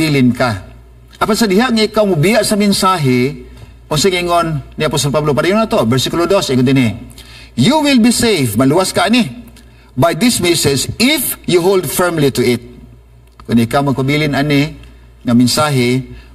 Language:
Cebuano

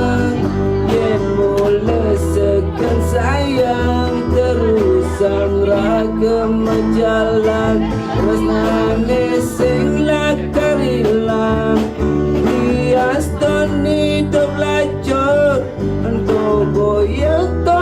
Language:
Balinese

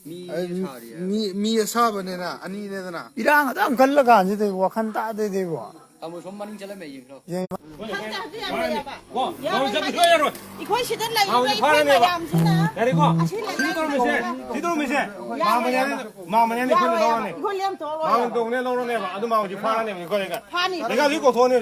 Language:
Manipuri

